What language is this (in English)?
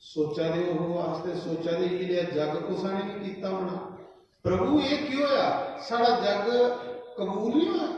Dogri